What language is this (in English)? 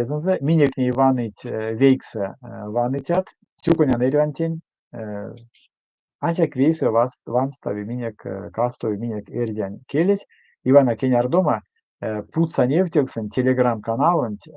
Erzya